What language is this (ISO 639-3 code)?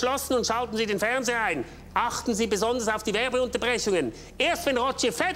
gsw